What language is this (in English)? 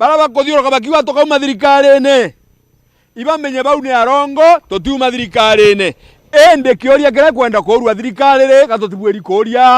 Meru